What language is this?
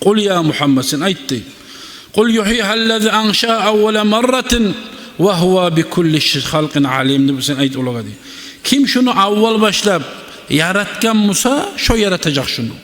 Kumyk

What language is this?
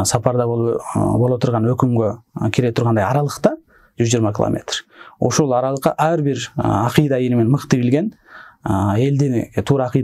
Kyrgyz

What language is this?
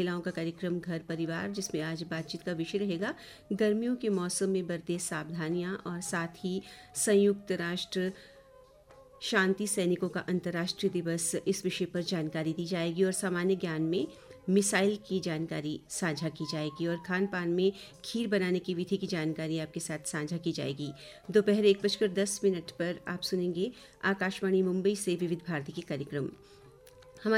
Hindi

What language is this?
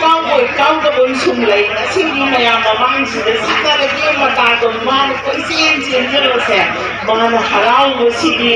Manipuri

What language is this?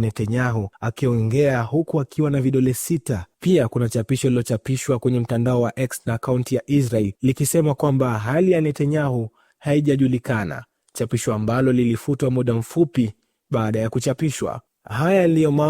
Swahili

